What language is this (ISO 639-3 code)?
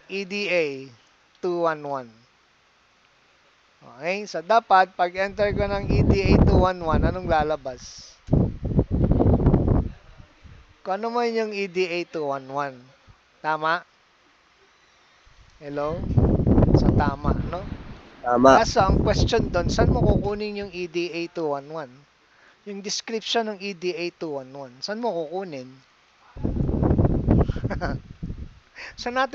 fil